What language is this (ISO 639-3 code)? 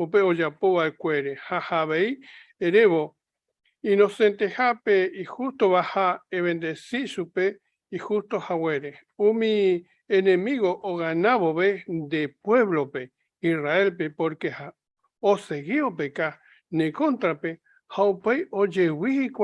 grn